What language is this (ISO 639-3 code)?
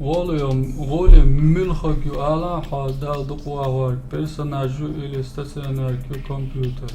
che